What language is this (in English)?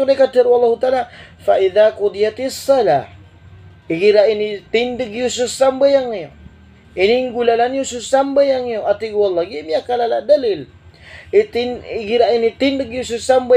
Maranao